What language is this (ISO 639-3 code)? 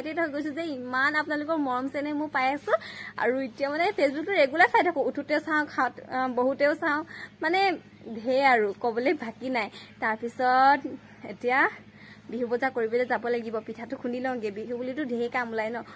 asm